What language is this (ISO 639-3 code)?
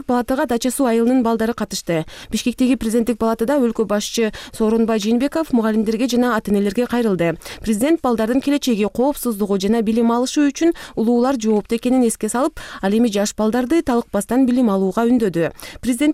kir